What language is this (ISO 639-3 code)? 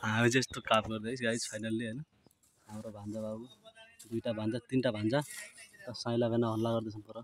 nep